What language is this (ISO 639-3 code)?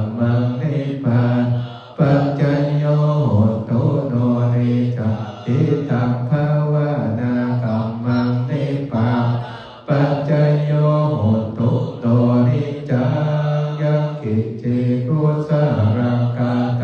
pli